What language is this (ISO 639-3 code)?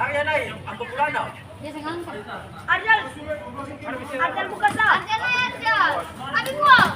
abs